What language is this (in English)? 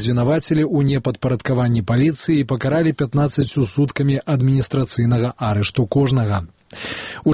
Belarusian